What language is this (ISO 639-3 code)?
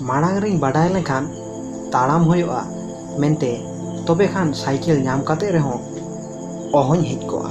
sat